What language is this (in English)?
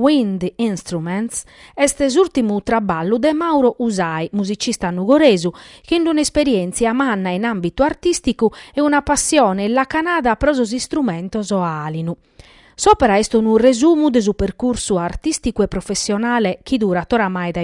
Sardinian